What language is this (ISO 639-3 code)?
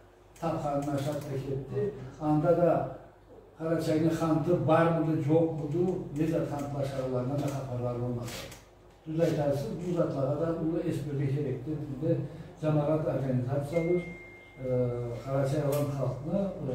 krc